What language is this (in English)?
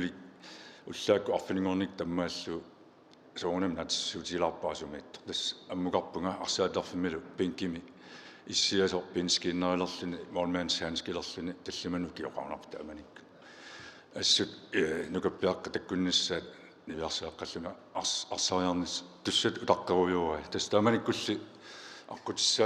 Kalaallisut